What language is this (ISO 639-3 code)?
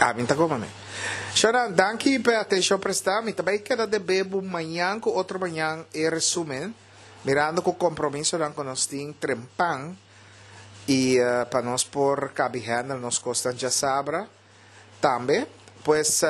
pap